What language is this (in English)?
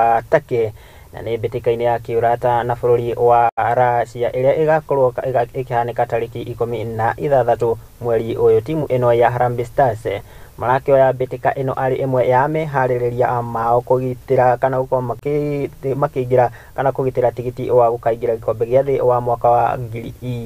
Kikuyu